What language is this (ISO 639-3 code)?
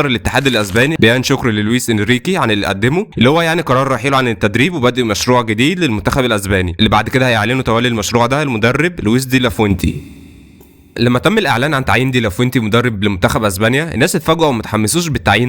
arz